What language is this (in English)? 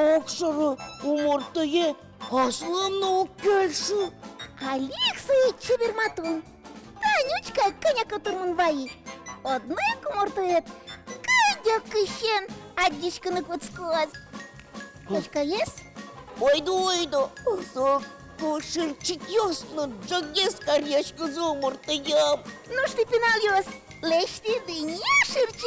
Udmurt